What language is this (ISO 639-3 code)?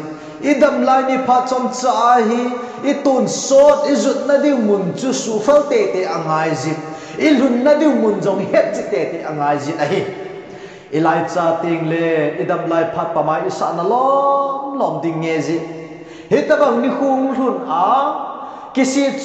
tcz